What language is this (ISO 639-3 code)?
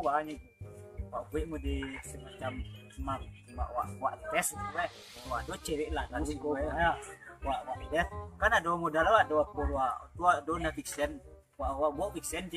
min